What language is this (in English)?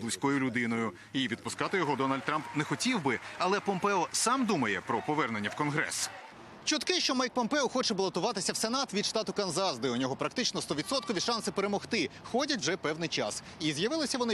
Ukrainian